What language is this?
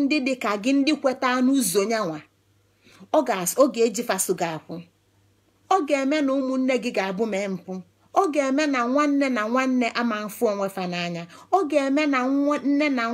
Igbo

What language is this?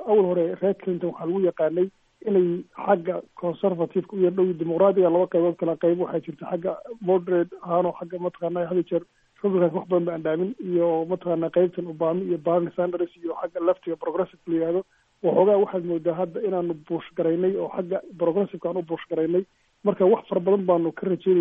Somali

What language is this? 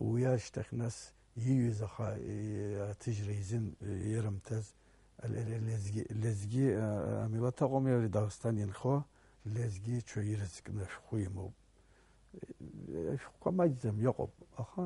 Abkhazian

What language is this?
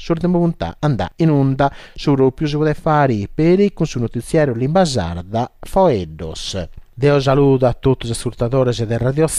Sardinian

